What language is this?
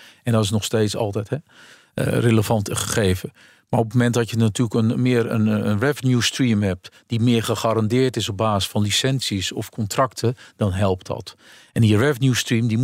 Dutch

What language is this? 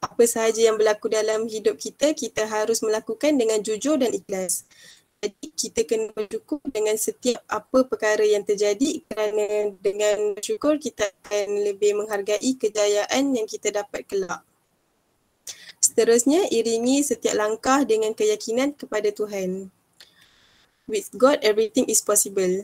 Malay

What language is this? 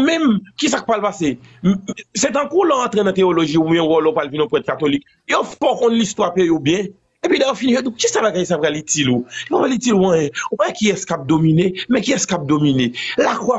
Haitian Creole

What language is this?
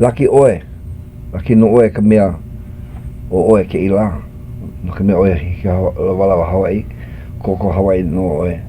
Hawaiian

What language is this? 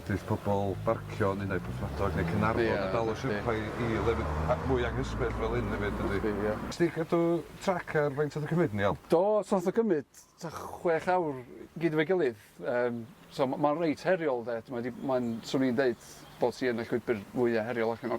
Welsh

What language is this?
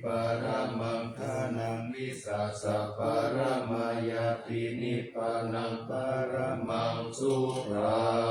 Pali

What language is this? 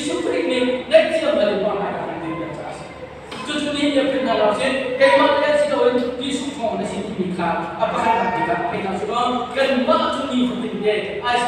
Hakha Chin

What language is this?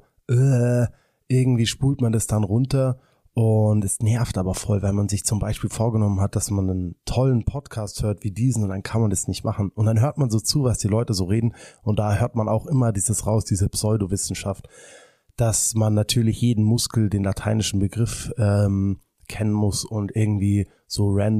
German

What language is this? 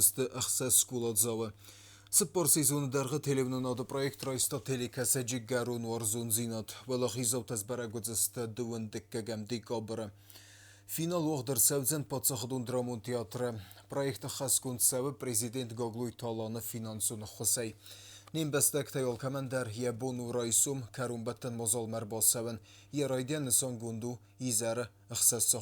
Ossetic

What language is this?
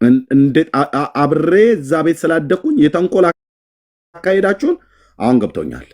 Amharic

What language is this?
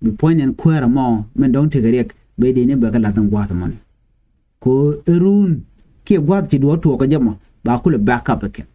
Nuer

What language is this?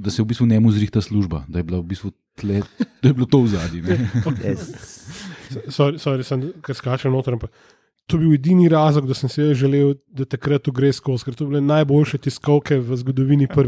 Slovenian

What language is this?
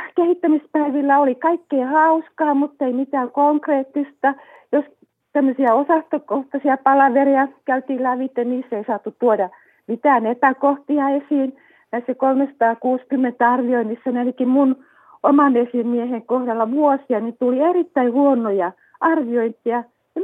Finnish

